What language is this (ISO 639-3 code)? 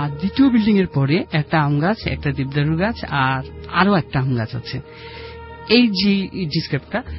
ben